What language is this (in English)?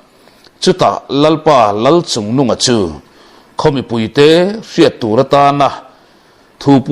Mizo